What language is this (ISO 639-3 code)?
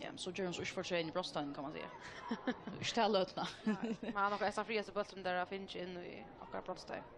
fao